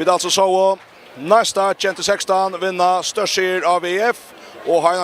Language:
Faroese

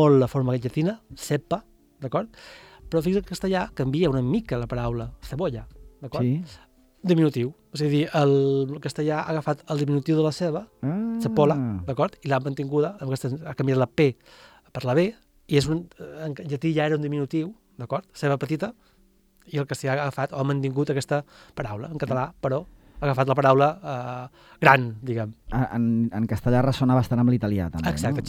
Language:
Catalan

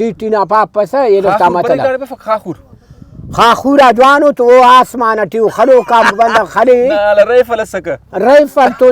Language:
Brahui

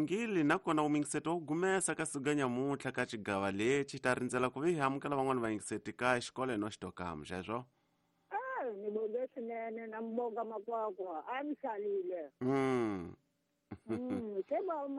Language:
Tsonga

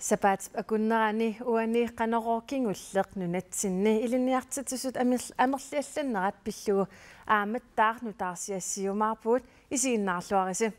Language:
Kalaallisut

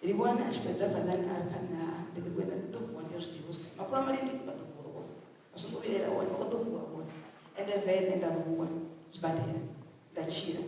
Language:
Venda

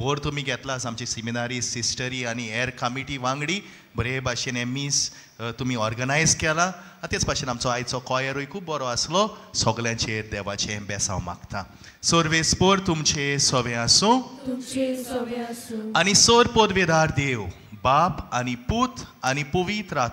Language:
Konkani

